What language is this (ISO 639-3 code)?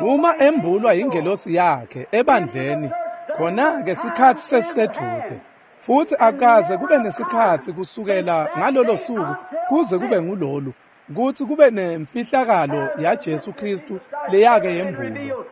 ssw